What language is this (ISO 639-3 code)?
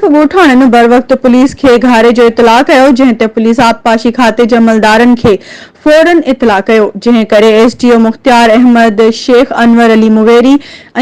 snd